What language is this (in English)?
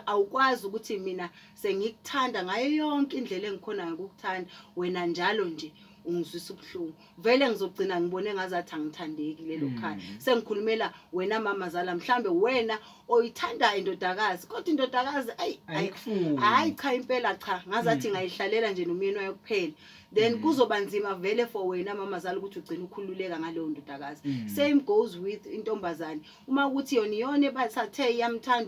Zulu